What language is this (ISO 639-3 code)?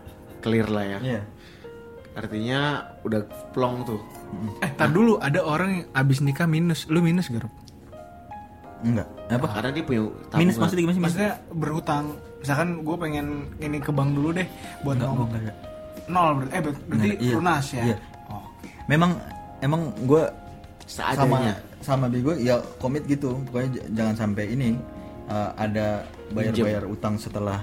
ind